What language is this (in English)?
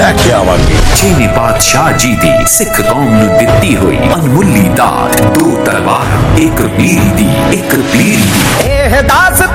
Punjabi